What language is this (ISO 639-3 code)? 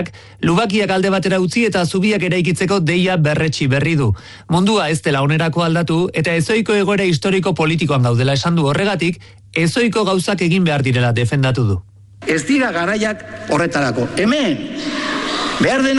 eus